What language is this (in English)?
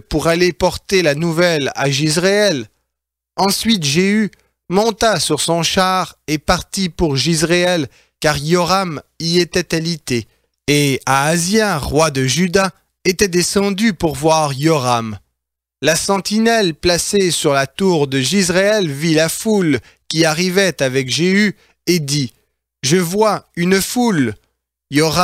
French